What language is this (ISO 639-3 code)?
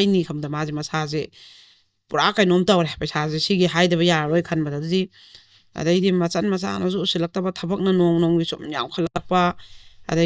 mni